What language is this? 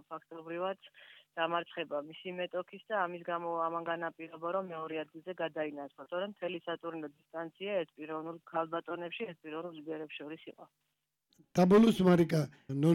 Georgian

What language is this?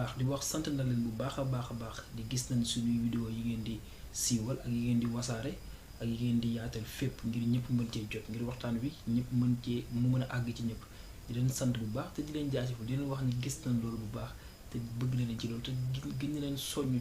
Wolof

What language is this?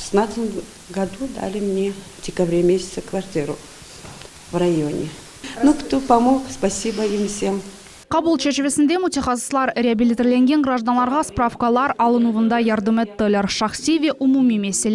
Crimean Tatar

